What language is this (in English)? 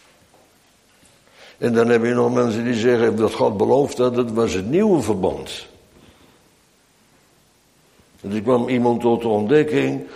Dutch